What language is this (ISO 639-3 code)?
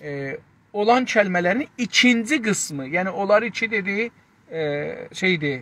azb